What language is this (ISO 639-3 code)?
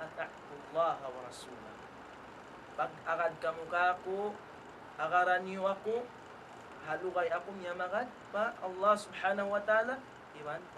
tsg